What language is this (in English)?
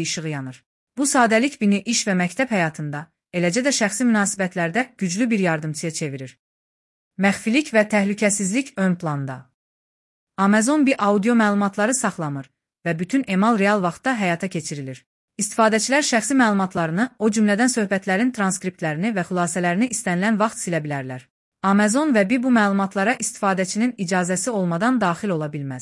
Azerbaijani